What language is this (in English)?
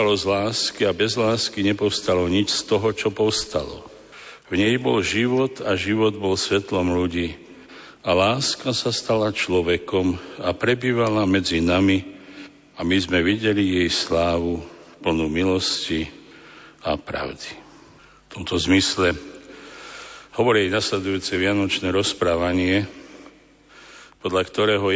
Slovak